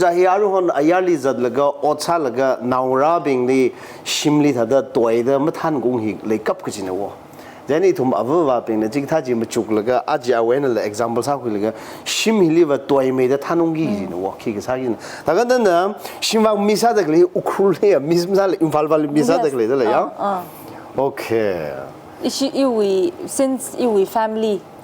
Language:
Tangkhul Naga (India)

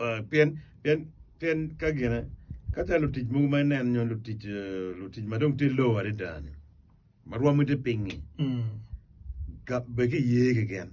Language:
Acoli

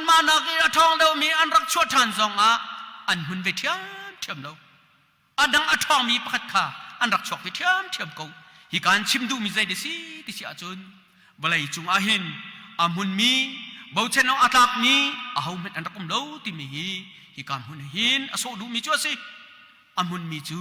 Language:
Hakha Chin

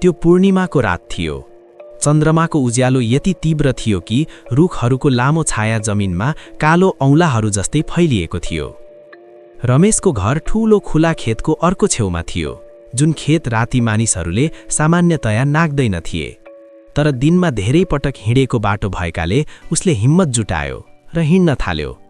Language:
Nepali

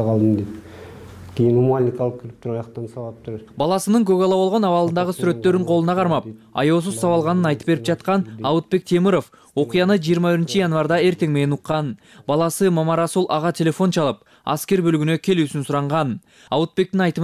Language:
Kyrgyz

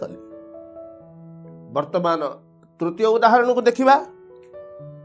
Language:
Odia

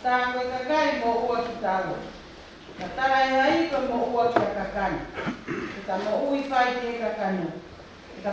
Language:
Tongan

